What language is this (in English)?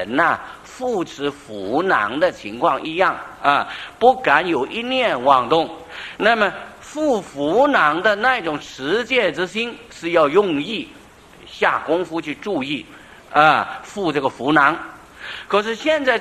Chinese